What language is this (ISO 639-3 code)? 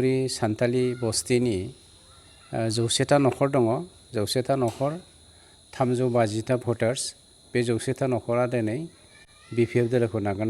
brx